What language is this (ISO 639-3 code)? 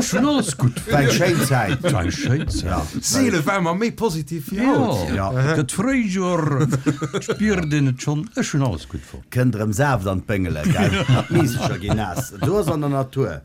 ltz